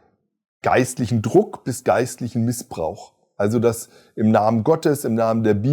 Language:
Swiss German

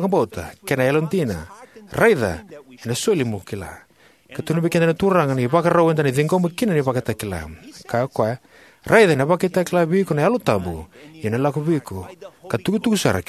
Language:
Fijian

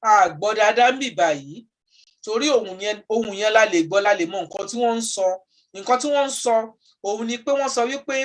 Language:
Yoruba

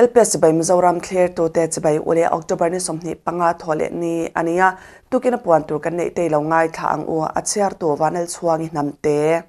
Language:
Mizo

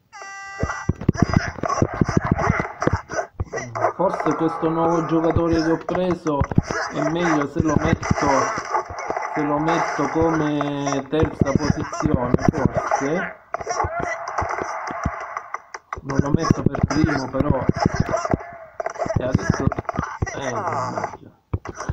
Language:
Italian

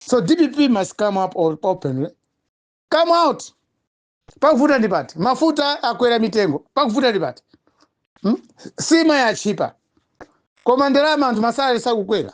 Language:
Nyanja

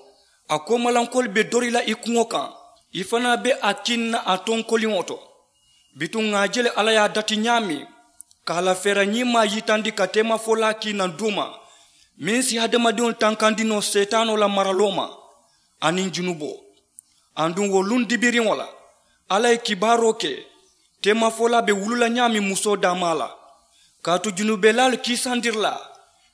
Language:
Mandingo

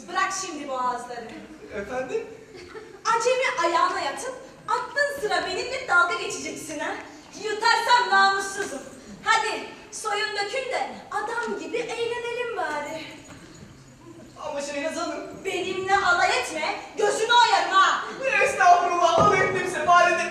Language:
Turkish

